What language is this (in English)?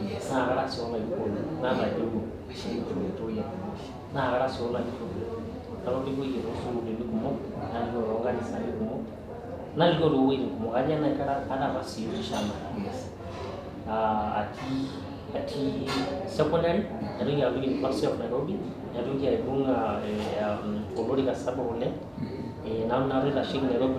Masai